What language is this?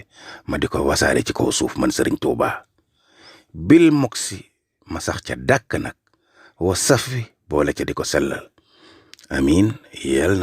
Wolof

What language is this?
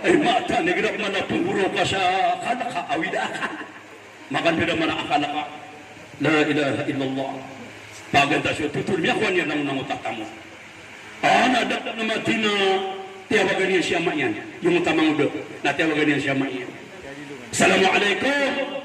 Maranao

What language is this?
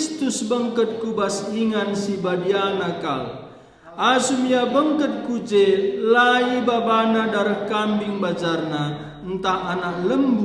Batak Karo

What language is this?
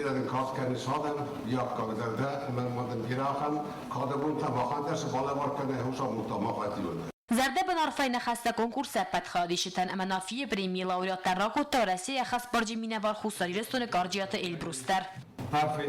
Ossetic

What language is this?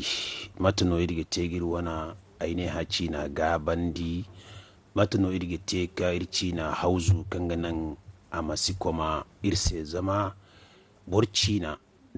Zarma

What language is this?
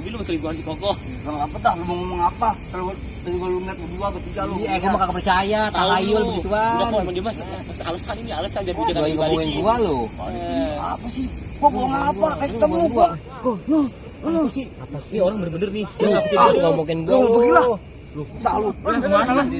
Betawi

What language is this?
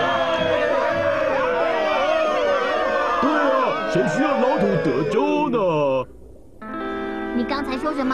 Chinese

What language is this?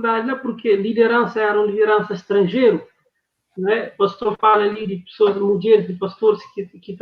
Kabuverdianu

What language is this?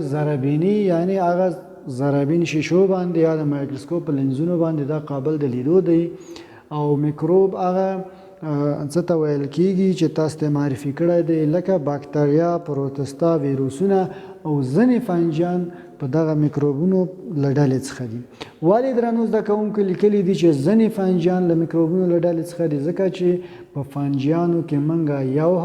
Pashto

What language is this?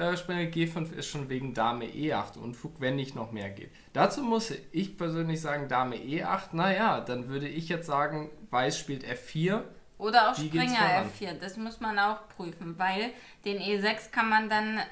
German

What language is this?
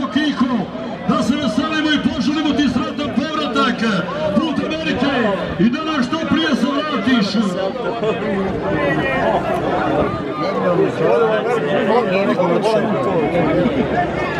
Croatian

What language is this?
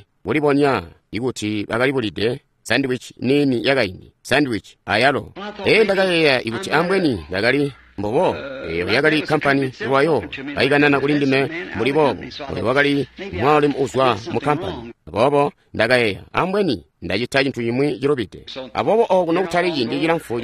Tonga (Zambia)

